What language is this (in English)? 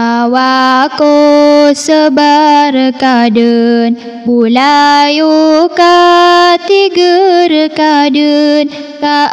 Maranao